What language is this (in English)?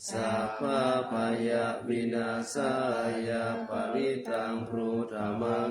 Pali